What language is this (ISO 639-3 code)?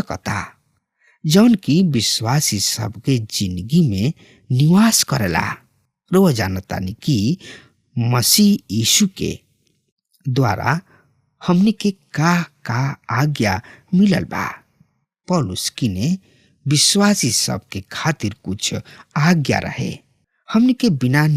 bho